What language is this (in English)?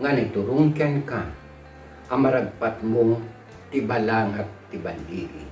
Iloko